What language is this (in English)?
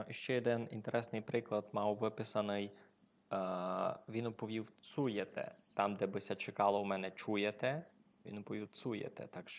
Rusyn